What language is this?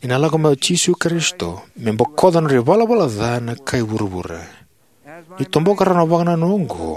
Fijian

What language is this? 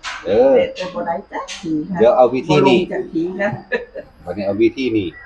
Northeastern Thai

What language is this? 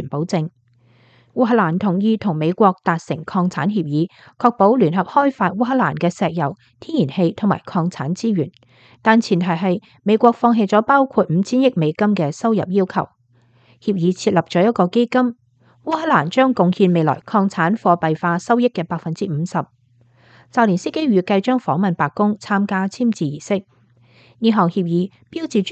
Cantonese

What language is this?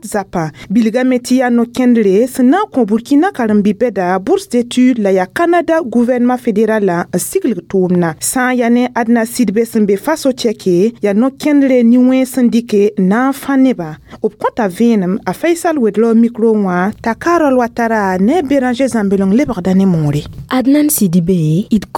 Mossi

